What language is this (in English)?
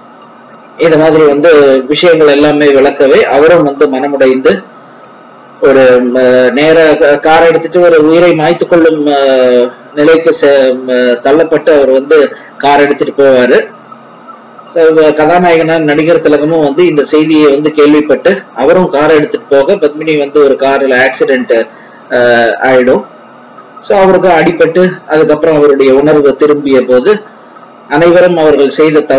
Tamil